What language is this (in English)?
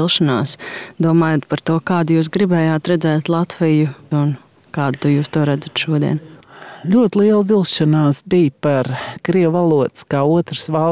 Latvian